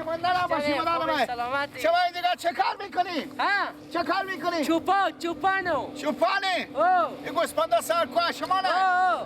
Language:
Persian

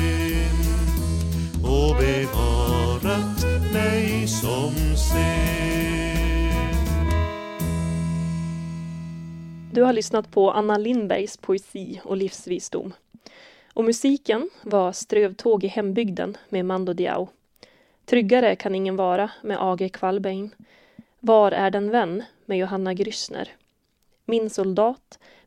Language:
Swedish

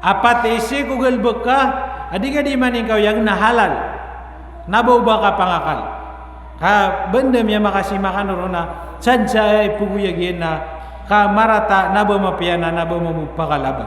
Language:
Maranao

